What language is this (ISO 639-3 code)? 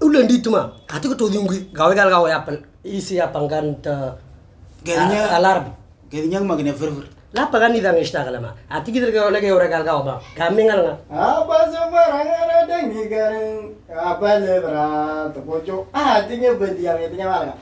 mor